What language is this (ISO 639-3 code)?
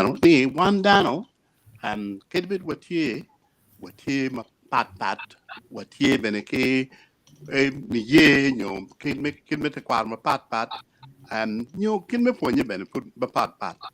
ach